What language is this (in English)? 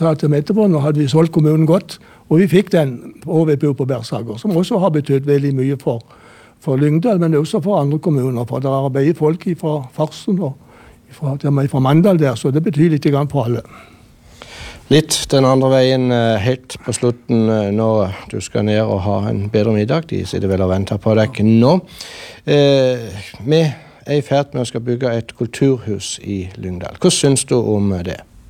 Norwegian